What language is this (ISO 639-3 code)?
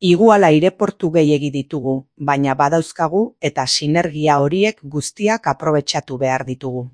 eus